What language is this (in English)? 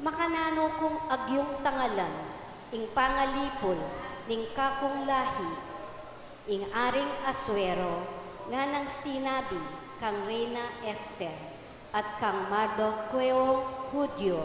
Pampanga